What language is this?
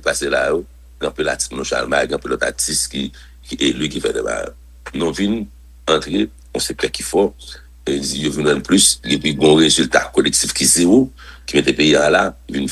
Haitian Creole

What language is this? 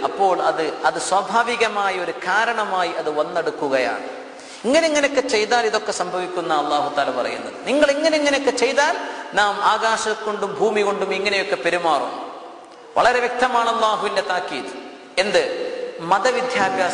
Malayalam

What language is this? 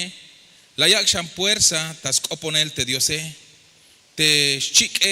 Tzeltal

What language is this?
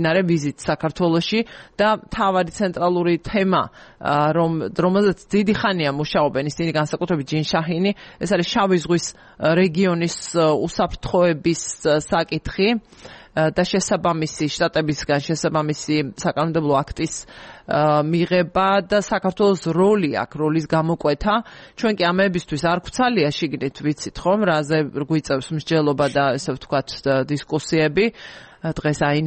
Georgian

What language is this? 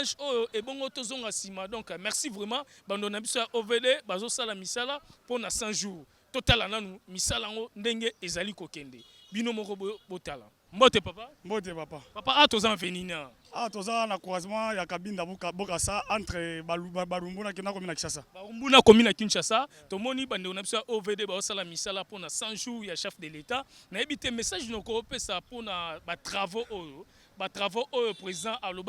Lingala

